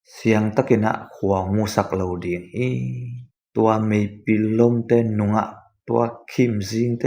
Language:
Tedim Chin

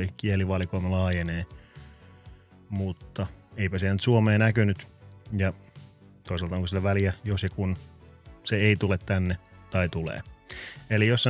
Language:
Finnish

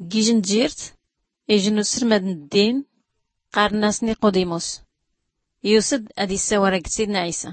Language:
Tachelhit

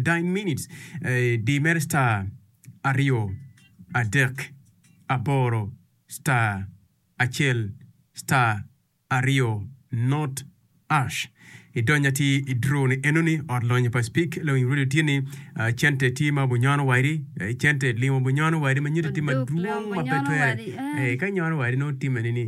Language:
Acoli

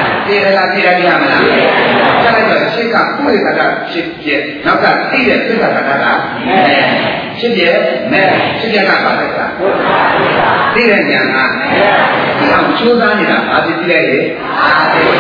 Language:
Burmese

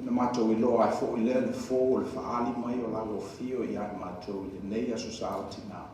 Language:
Samoan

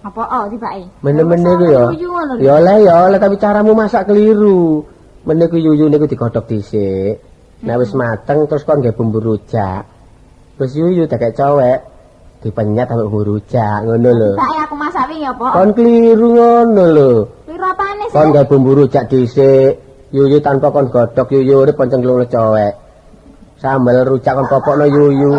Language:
Javanese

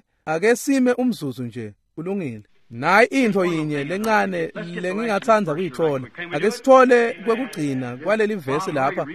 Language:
Swati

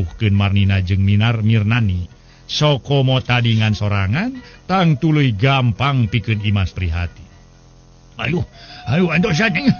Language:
Sundanese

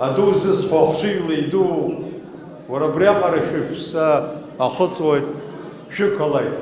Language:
Abkhazian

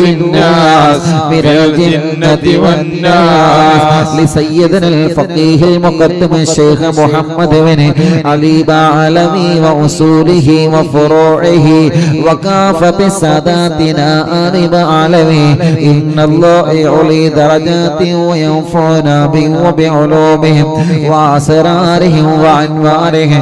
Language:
Malayalam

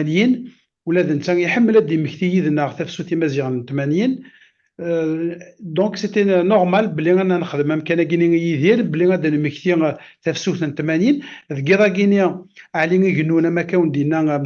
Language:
Kabyle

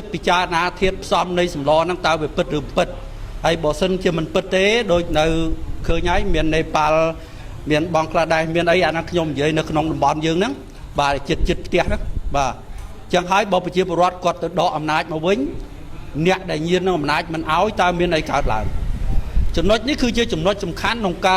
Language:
Khmer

